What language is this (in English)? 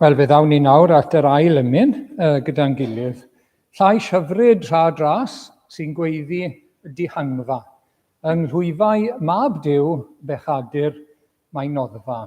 Welsh